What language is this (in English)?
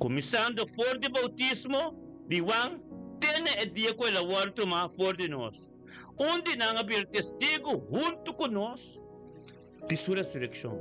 Papiamento